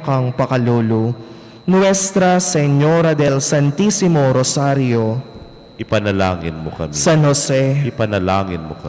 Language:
Pampanga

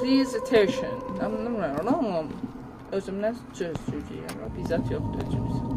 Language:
South Azerbaijani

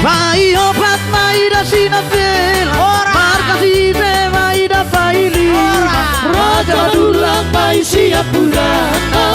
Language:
Batak Toba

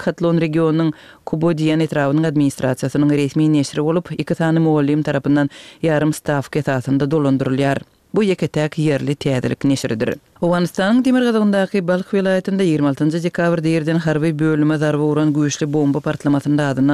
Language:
Turkmen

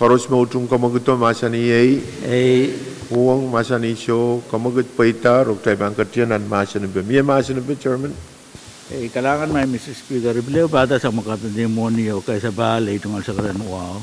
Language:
Pohnpeian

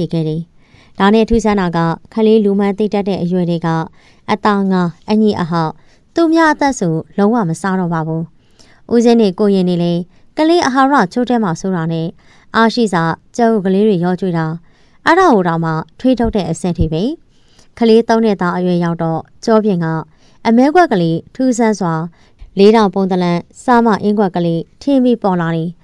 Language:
Burmese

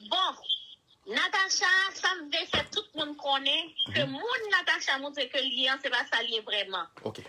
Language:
Haitian Creole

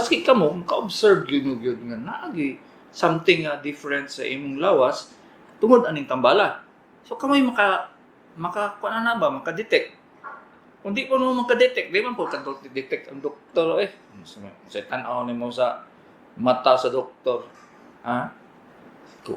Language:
Cebuano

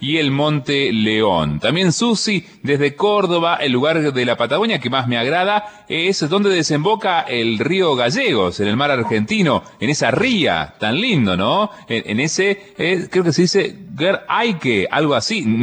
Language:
Spanish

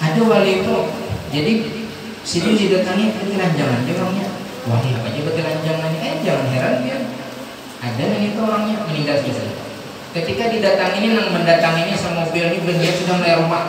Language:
Banjar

